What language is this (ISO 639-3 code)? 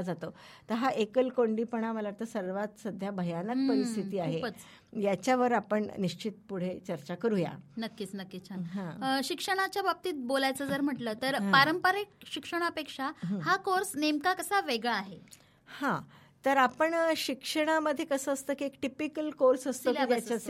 mar